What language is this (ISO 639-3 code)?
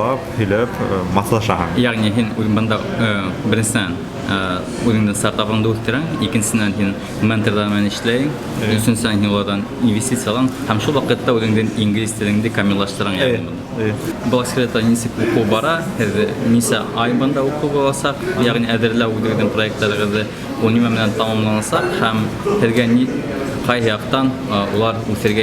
bak